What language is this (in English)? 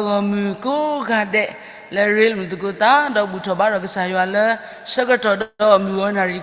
S'gaw Karen